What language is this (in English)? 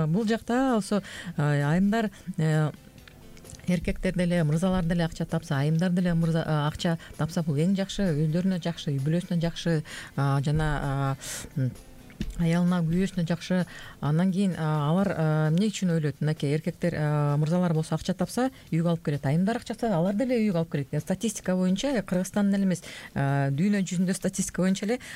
Kyrgyz